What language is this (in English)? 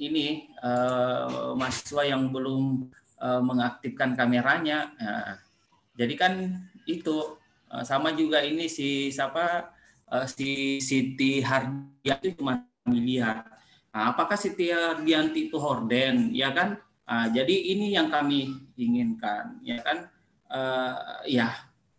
Indonesian